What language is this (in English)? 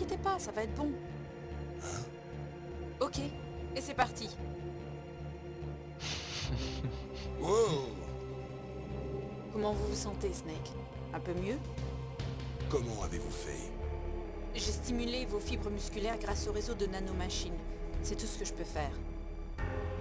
French